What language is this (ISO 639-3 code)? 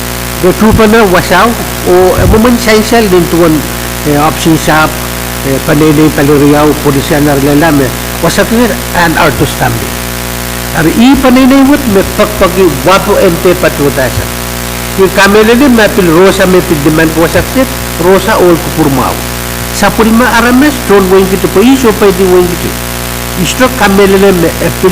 pon